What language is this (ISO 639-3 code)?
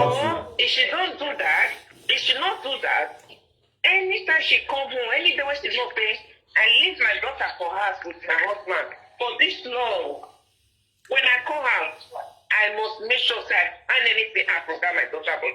pcm